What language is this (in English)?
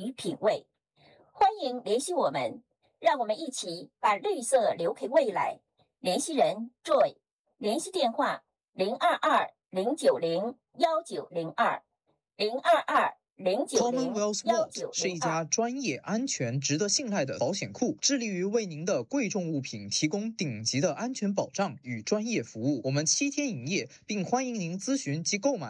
Chinese